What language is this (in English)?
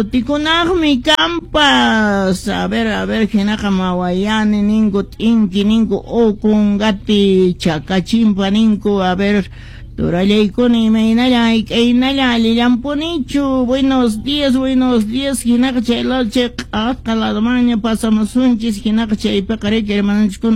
Quechua